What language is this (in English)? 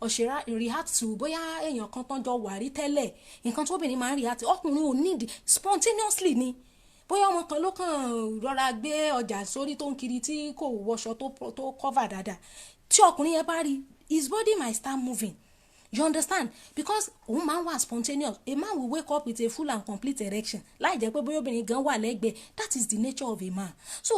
Yoruba